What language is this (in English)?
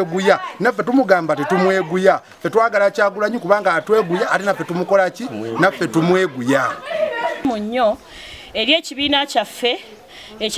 Ganda